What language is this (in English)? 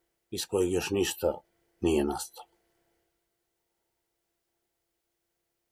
Croatian